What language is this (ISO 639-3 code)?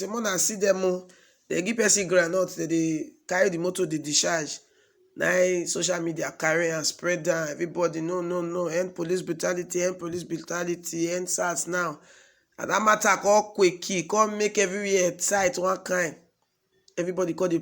pcm